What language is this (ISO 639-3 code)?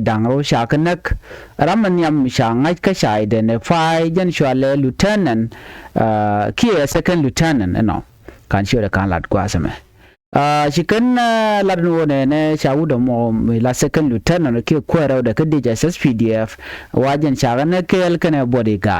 nus